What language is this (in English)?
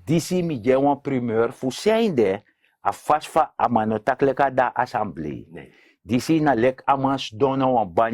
Sranan Tongo